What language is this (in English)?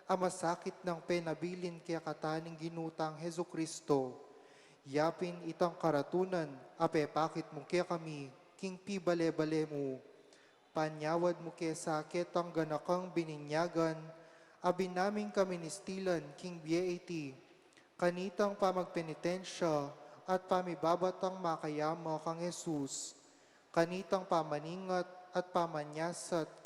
Pampanga